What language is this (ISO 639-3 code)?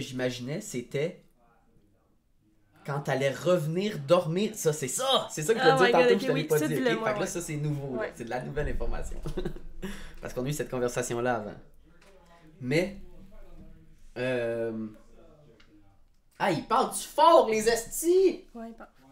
fra